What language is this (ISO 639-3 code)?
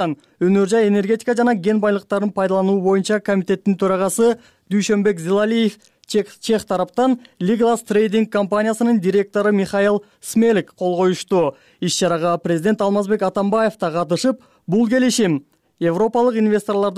kir